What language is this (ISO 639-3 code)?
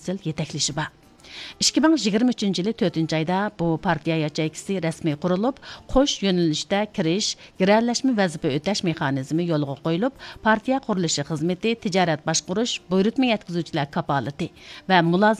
uig